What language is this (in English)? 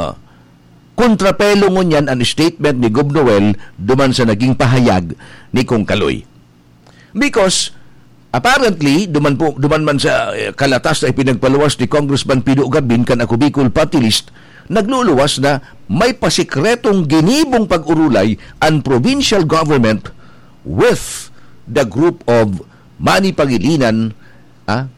Bikol